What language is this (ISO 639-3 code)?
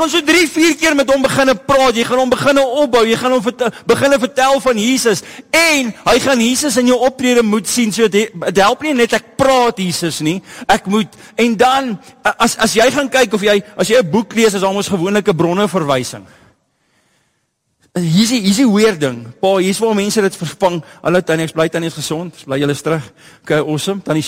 afr